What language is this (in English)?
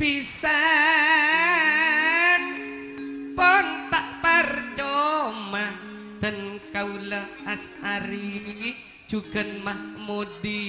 Madurese